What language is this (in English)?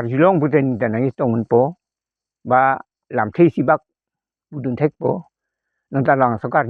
Karbi